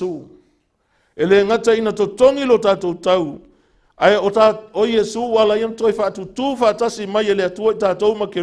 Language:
Samoan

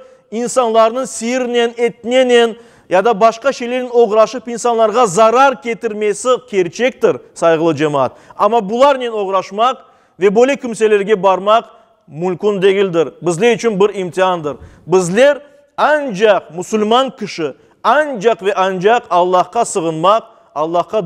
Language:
Crimean Tatar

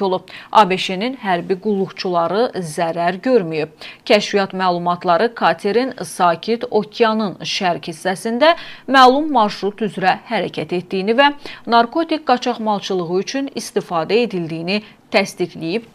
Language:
Azerbaijani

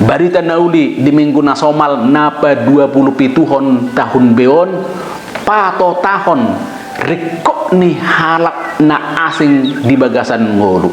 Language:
Batak Toba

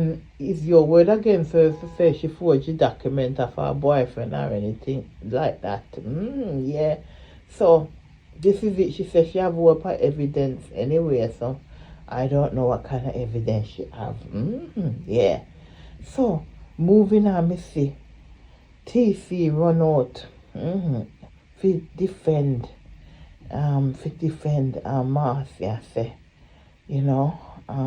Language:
Jamaican Creole English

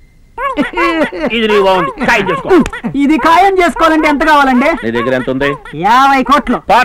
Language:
Telugu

